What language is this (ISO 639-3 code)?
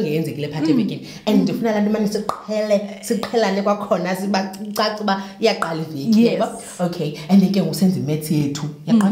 xho